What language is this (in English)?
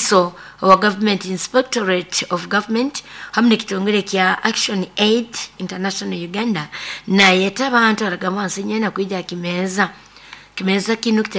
Nyoro